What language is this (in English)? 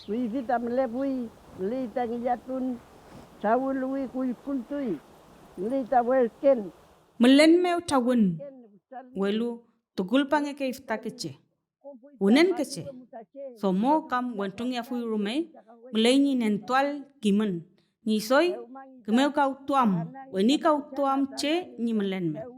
Mapuche